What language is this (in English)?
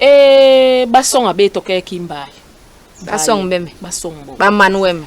Basaa